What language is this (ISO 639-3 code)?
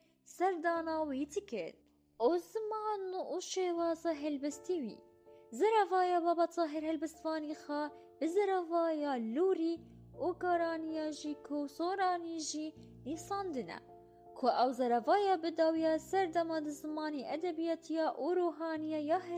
kur